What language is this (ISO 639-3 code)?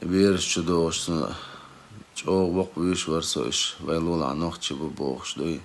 che